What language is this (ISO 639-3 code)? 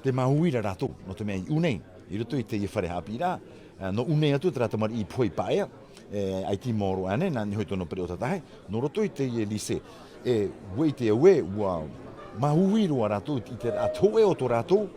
tah